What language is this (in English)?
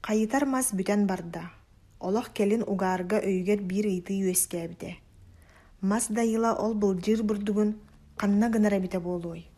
Yakut